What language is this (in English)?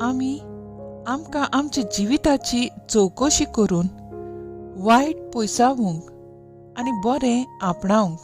Konkani